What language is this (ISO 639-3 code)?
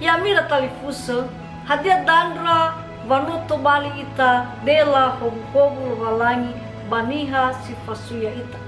nia